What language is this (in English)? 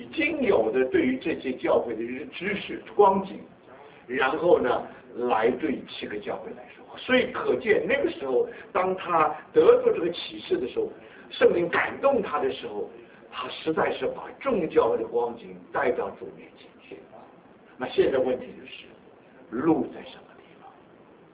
Chinese